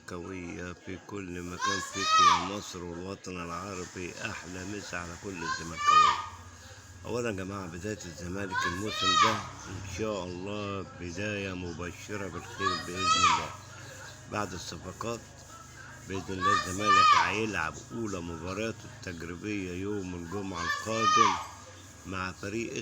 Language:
Egyptian Arabic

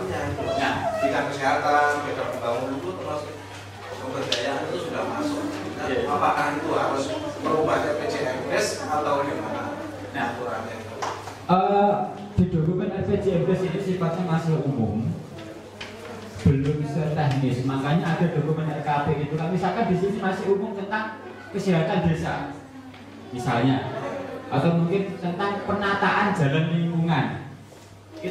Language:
Indonesian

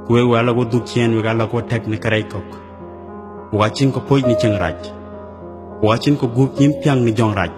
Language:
Dinka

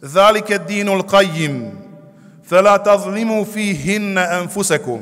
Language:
Bosnian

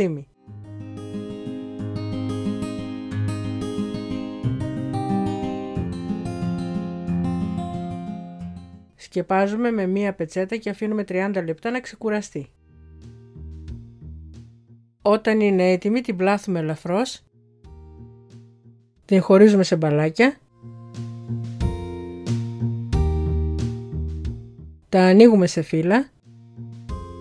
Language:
Greek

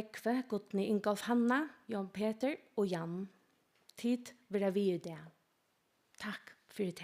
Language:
Faroese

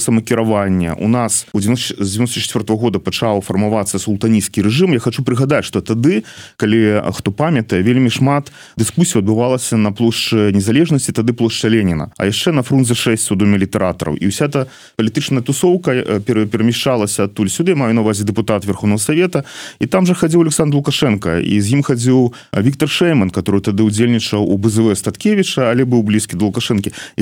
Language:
Belarusian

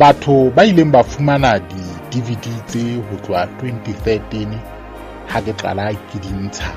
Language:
Southern Sotho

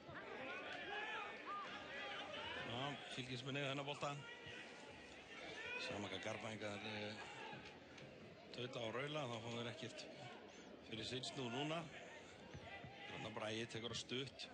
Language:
Icelandic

